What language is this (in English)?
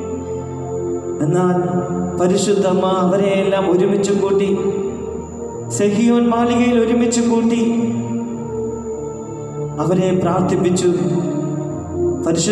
Malayalam